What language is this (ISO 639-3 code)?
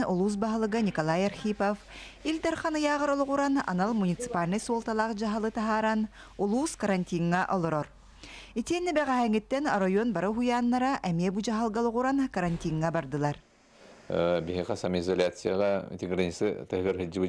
sah